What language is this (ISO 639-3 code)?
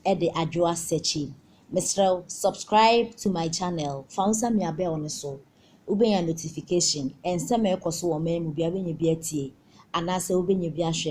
aka